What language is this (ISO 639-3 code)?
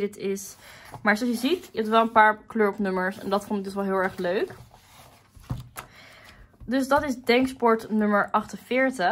nld